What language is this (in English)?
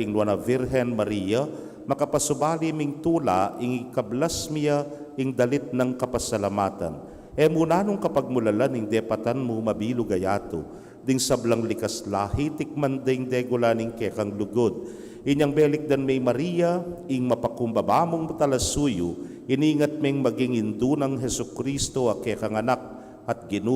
Pampanga